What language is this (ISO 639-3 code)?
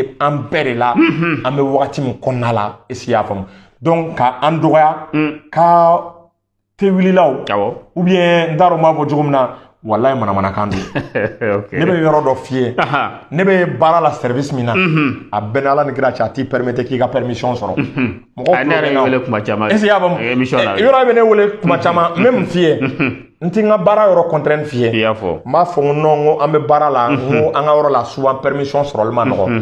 bam